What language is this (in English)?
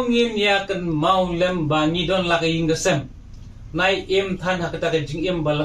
Khasi